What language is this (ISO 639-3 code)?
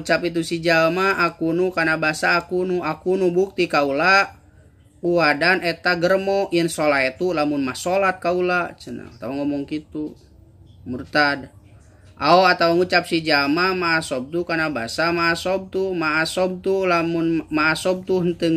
sun